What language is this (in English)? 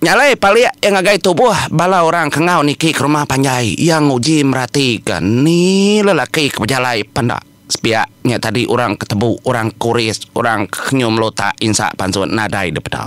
Iban